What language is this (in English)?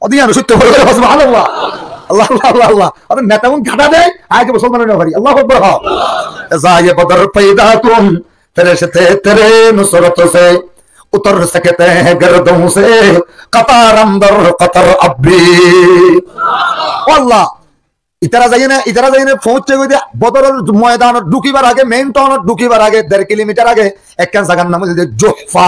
Rohingya